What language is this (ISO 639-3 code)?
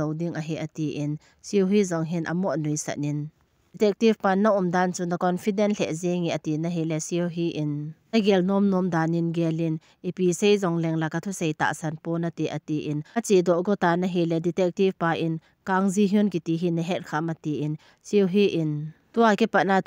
tcz